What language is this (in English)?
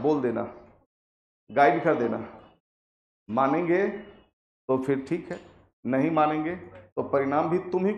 Hindi